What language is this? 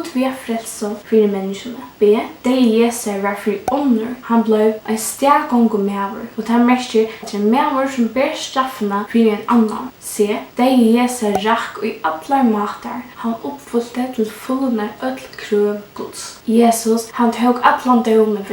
Faroese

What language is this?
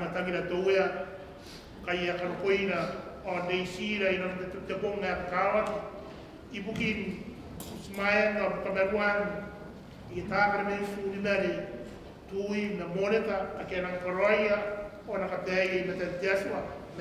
Gilbertese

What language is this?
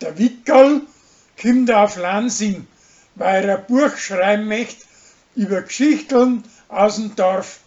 Bavarian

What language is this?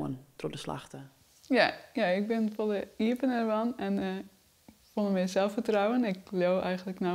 Western Frisian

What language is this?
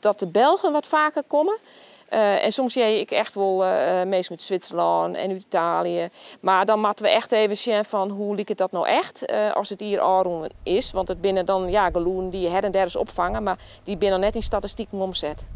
Western Frisian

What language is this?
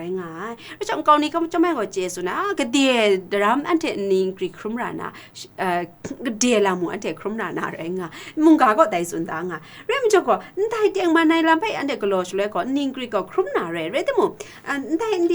Kachin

